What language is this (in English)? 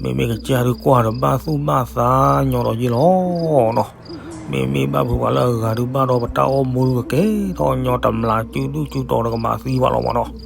S'gaw Karen